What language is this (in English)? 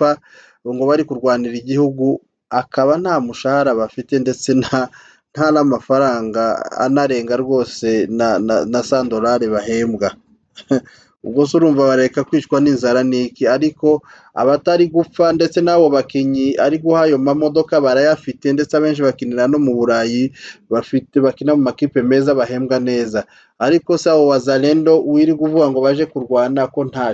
Kinyarwanda